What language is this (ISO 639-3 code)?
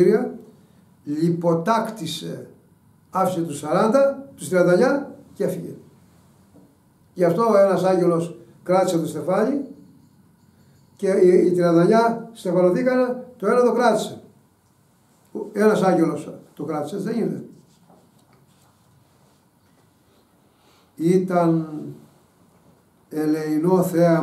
ell